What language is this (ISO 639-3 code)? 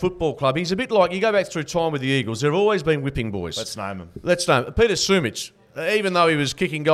eng